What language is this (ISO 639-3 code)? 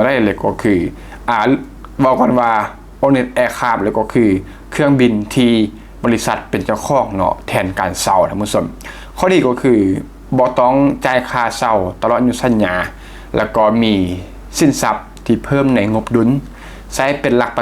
lao